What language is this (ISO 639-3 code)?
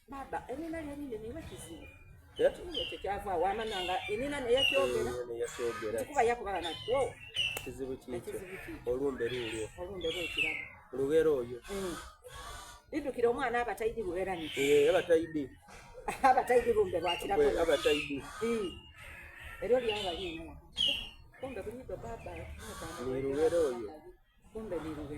xog